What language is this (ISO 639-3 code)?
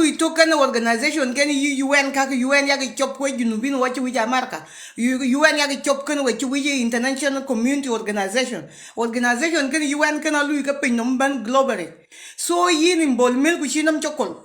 nus